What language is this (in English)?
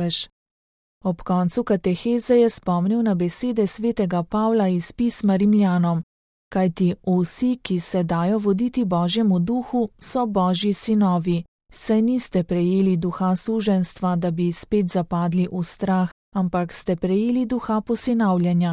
Slovenian